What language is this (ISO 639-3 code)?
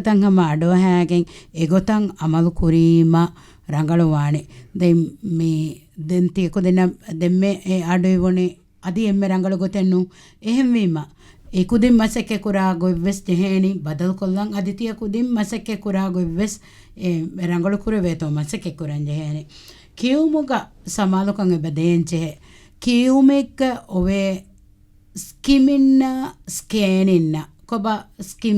div